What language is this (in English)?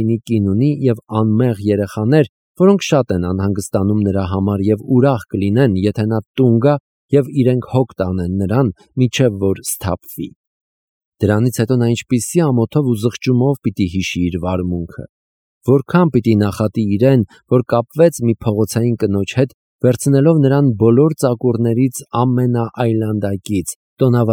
Armenian